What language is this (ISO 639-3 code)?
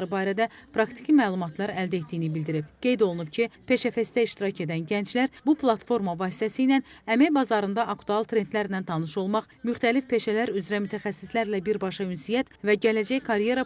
aze